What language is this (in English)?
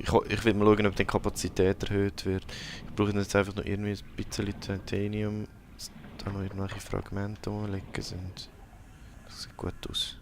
Swiss German